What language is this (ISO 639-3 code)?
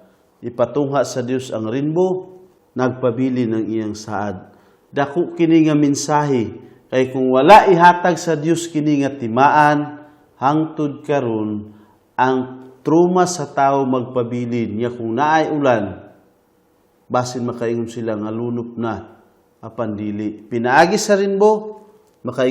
ceb